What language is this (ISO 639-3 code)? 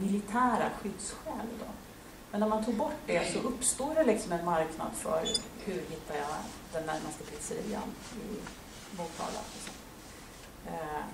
swe